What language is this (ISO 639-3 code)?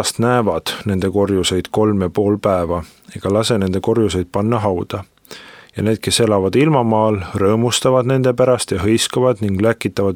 est